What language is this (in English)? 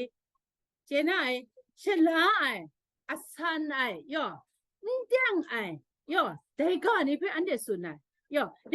Kachin